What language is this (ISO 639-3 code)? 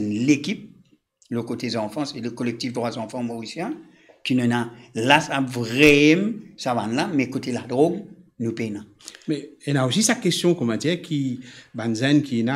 mfe